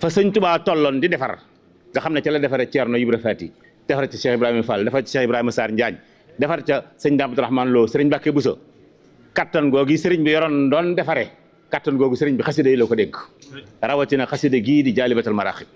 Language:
Wolof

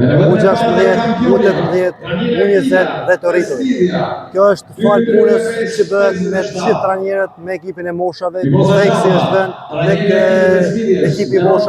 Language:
Albanian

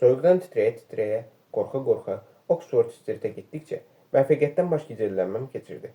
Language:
Azerbaijani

